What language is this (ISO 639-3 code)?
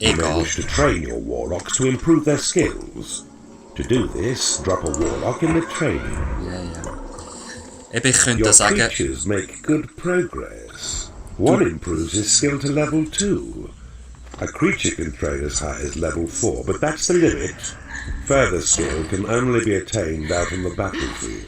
gsw